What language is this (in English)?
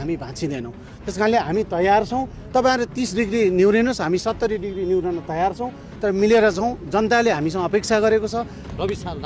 Nepali